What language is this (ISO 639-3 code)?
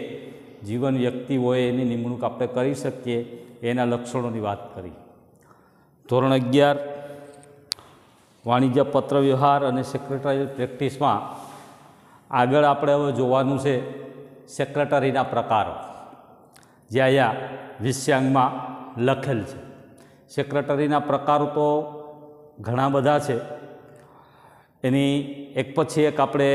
guj